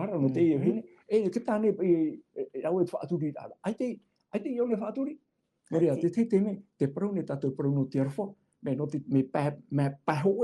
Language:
Tahitian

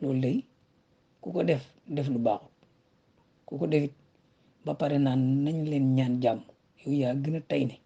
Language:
Wolof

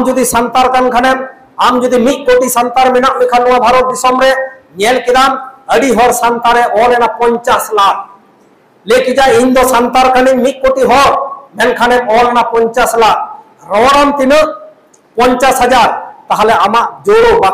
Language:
Santali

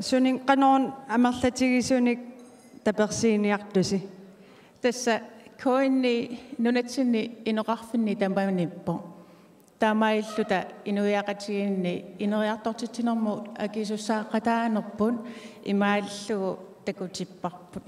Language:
Kalaallisut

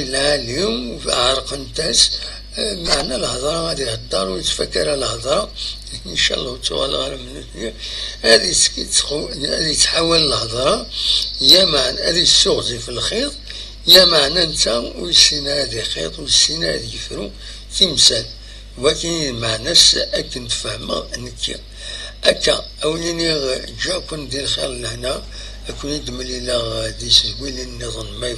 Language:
Kabyle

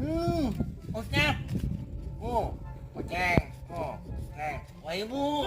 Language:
Betawi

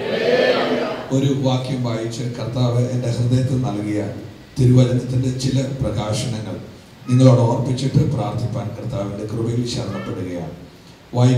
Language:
Malayalam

